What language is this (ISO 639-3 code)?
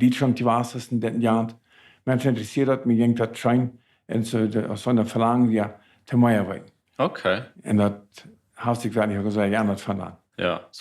pdt